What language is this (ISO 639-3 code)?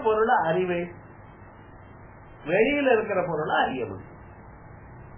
tam